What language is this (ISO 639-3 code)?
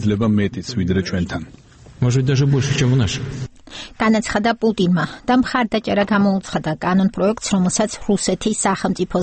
kat